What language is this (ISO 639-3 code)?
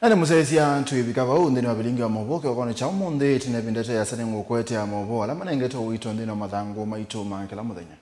kam